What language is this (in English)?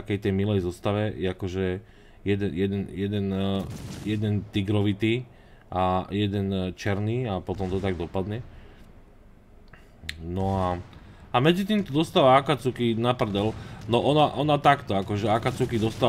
Slovak